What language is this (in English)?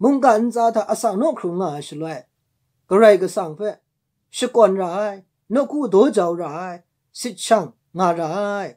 Kachin